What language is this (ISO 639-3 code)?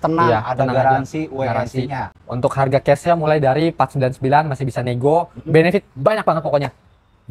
ind